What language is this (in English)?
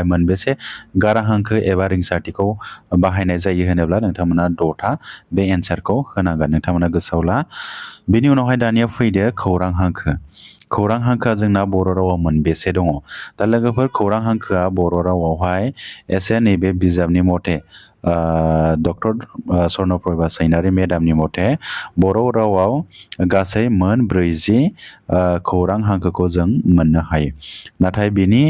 Bodo